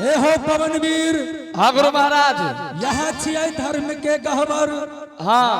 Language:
Angika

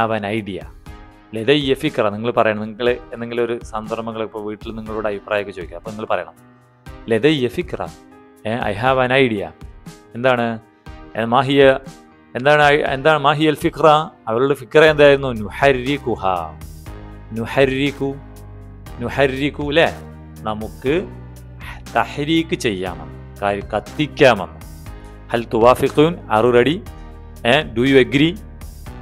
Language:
Malayalam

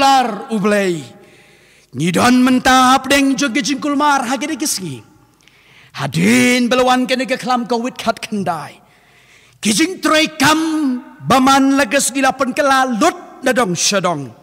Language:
Khasi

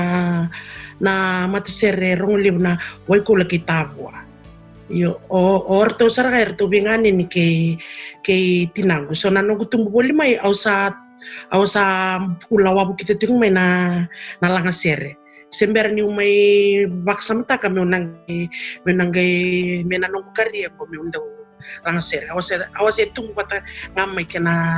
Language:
Fijian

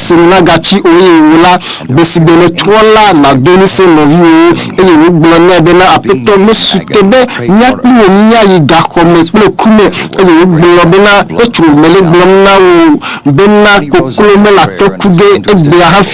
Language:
Ewe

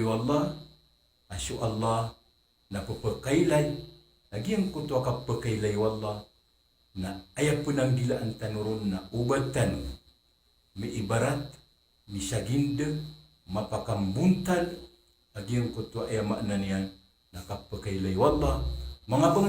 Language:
Maranao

